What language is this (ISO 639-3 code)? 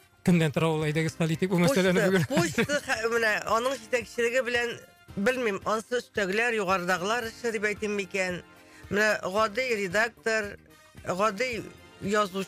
tat